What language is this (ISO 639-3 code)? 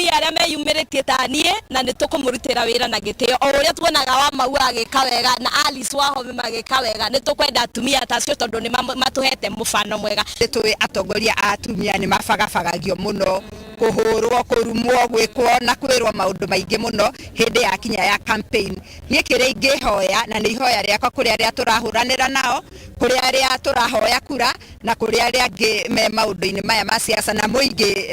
kik